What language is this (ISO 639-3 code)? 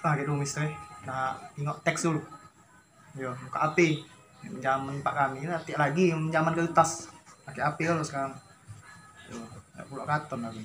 mui